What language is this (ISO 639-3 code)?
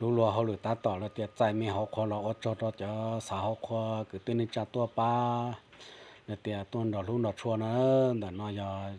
hmn